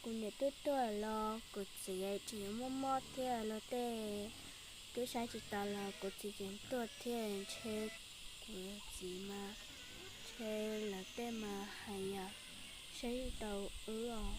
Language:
Hmong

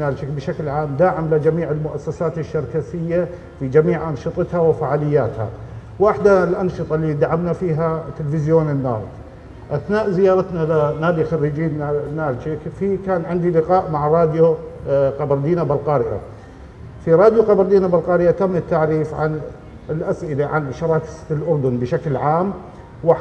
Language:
North Levantine Arabic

